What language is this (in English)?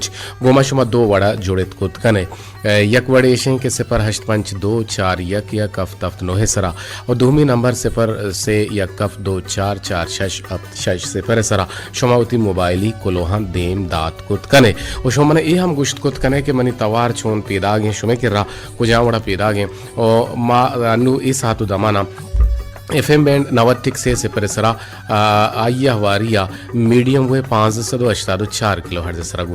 Baluchi